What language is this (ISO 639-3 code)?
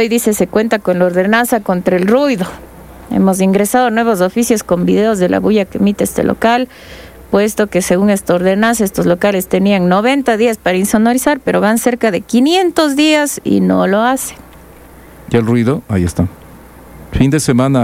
spa